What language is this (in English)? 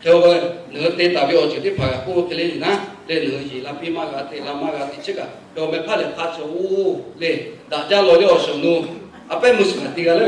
Lahu